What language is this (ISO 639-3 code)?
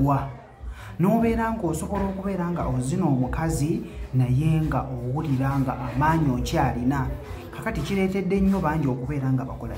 lug